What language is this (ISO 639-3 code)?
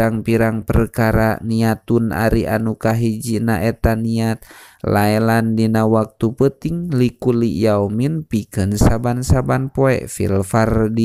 sun